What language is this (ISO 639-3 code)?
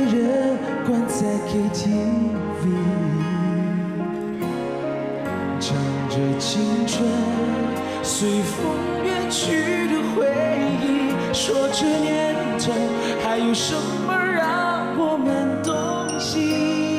zho